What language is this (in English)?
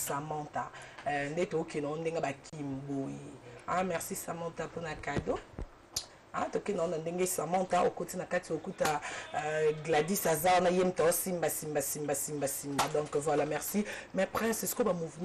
Lingala